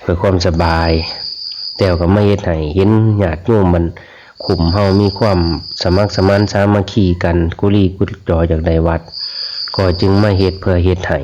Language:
Lao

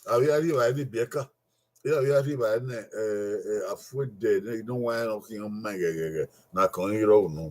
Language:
Bini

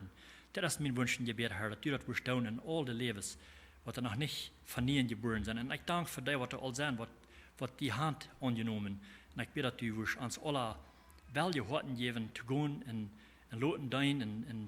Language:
Plautdietsch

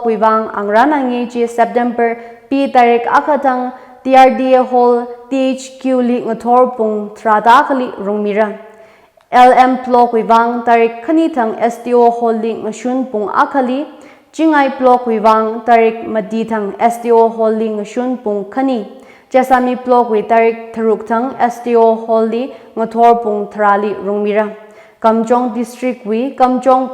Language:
Tangkhul Naga (India)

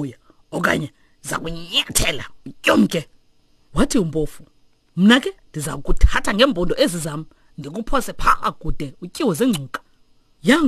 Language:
Xhosa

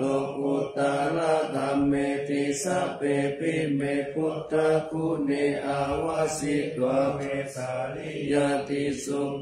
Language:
Pali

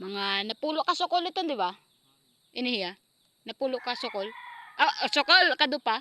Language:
Waray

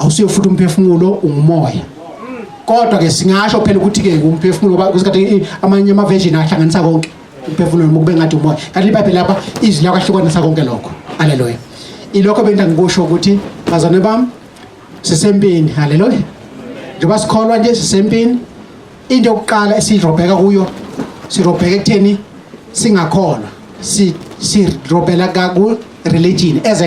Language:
Zulu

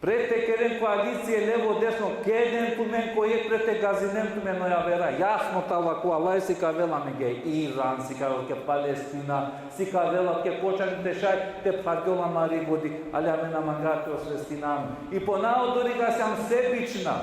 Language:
Balkan Romani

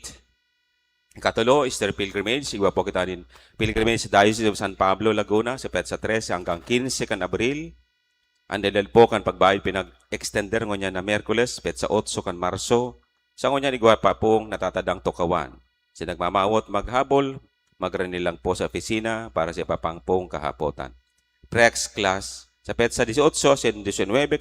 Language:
Bikol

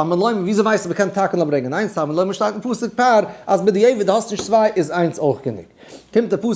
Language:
Yiddish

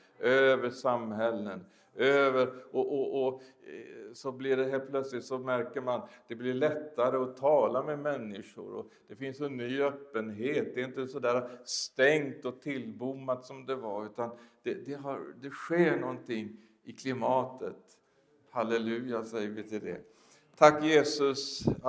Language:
Swedish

